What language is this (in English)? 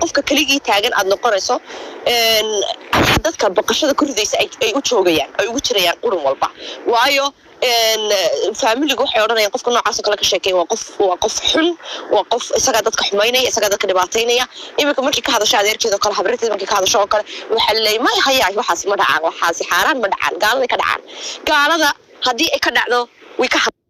Somali